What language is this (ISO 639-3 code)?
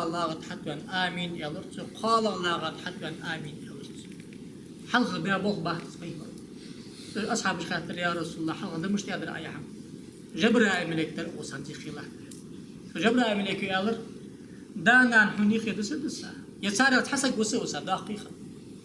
inh